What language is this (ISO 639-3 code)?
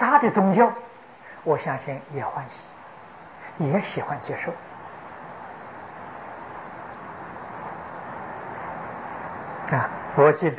zho